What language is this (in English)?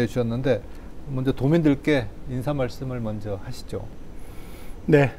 Korean